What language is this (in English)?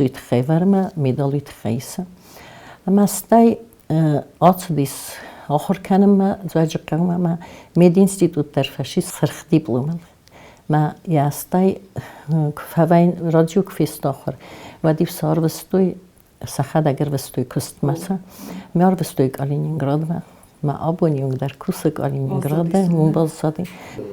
Ossetic